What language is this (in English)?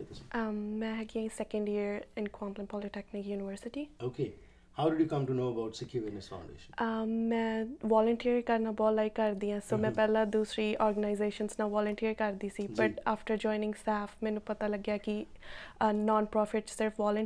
Punjabi